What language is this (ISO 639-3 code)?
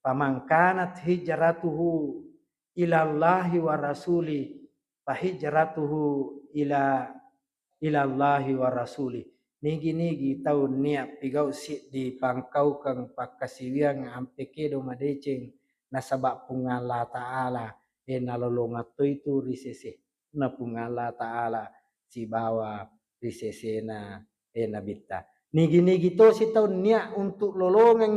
bug